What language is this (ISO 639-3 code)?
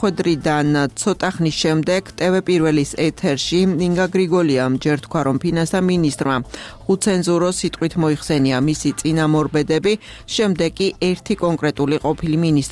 kat